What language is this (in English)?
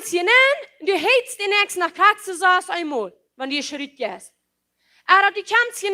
Plautdietsch